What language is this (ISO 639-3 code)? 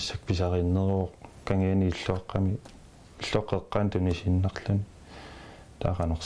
kal